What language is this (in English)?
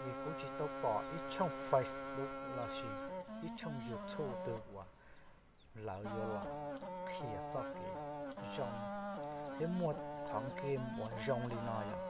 Hmong